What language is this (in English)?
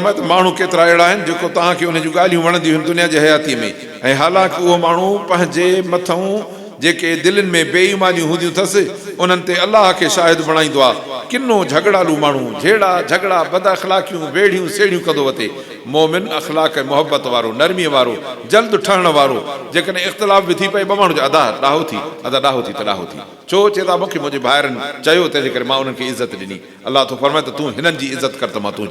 Sindhi